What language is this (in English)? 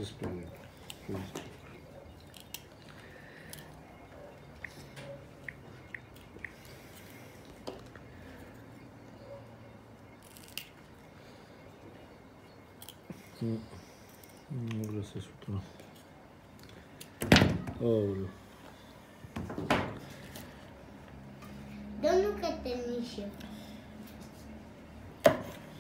Romanian